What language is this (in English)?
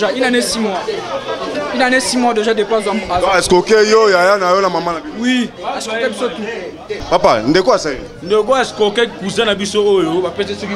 Lingala